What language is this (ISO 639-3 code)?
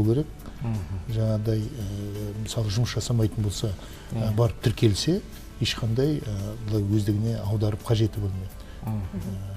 kaz